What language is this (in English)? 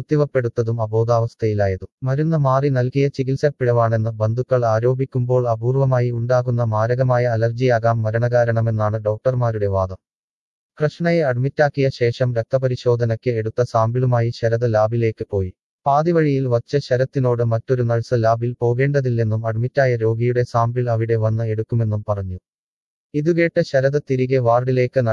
Malayalam